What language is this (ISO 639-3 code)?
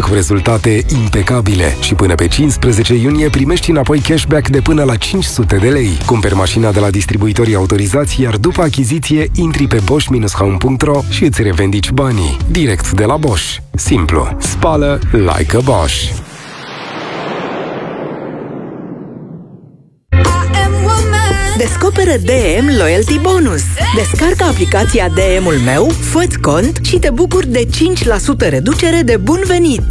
ron